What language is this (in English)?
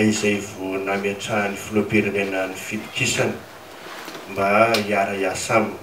Malagasy